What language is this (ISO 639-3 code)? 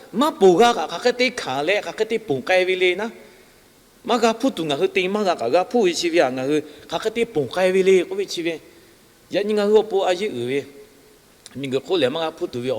lhu